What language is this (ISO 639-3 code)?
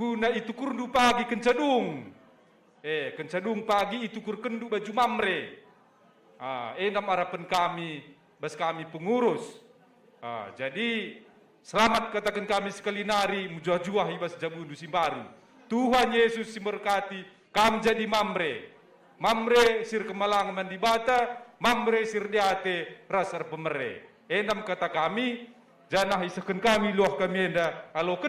btx